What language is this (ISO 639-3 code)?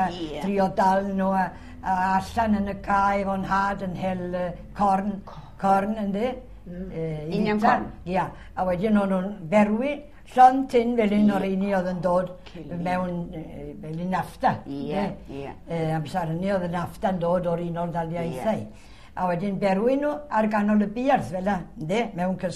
cym